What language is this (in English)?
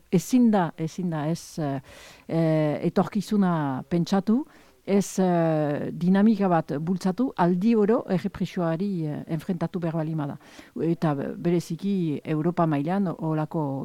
Basque